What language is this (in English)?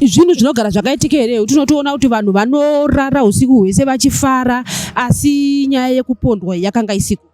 Shona